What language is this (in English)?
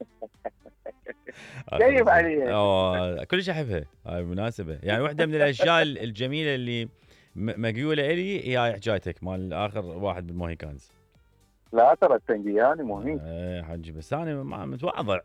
Mesopotamian Arabic